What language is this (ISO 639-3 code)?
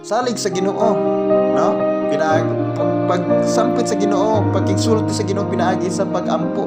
ceb